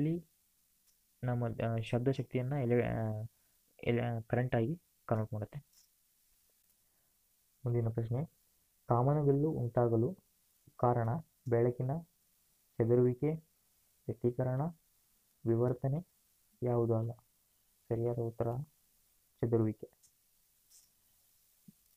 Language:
Kannada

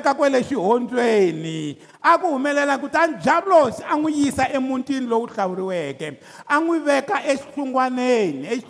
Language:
Tsonga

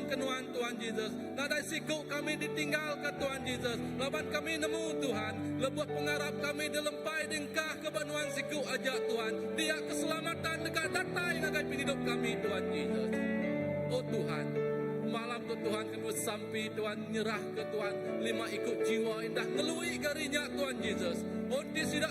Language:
Iban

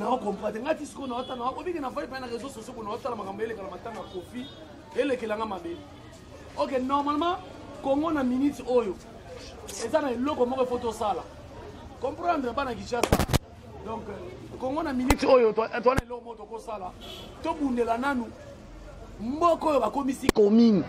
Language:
Lingala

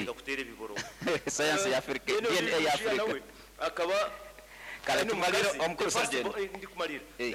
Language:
Nyoro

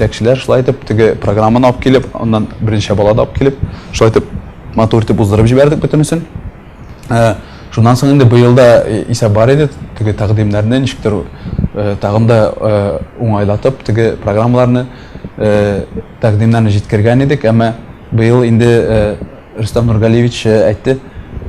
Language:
Tatar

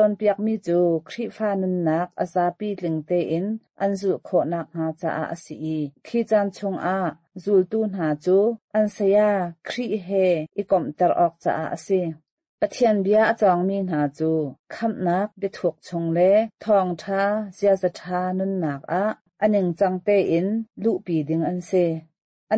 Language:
Hakha Chin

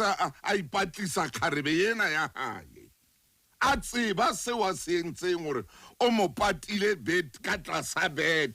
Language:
Southern Sotho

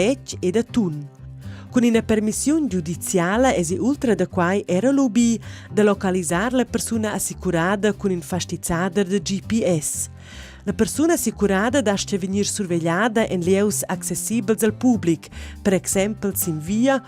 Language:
Romansh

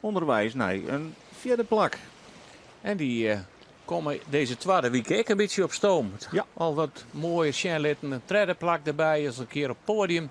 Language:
Western Frisian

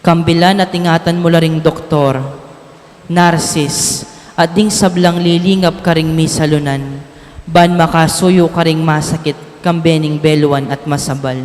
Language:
Pampanga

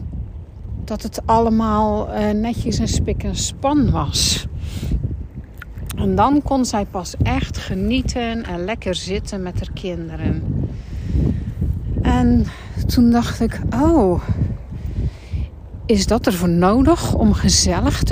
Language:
Dutch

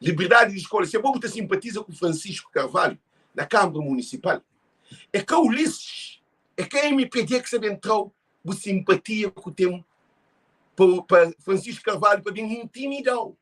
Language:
Kabuverdianu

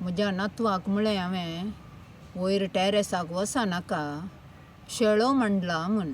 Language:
Konkani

